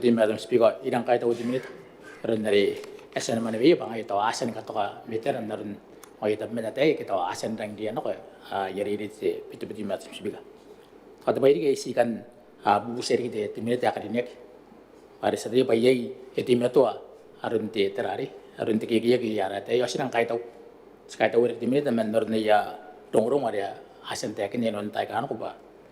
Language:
Gilbertese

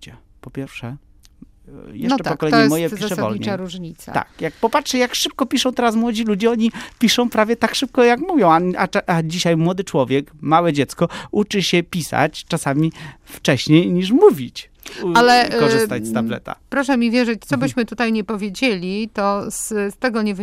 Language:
Polish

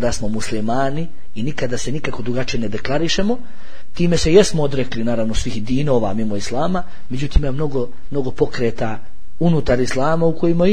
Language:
Bosnian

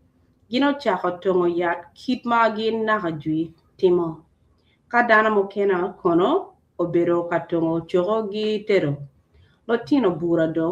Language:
Acoli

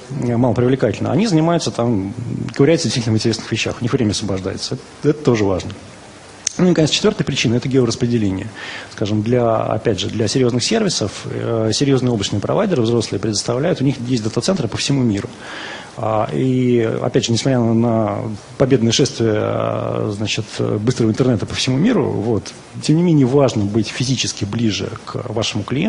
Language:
Russian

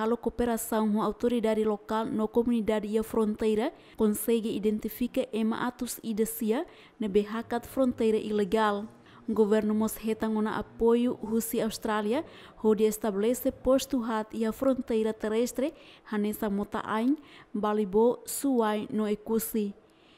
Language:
Tetum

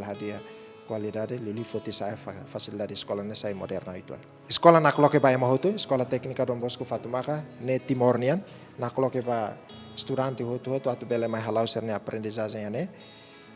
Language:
Tetum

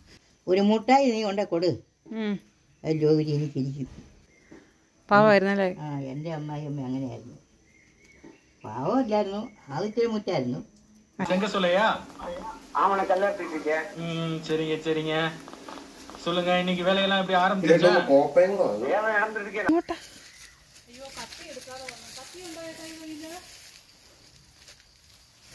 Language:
Malayalam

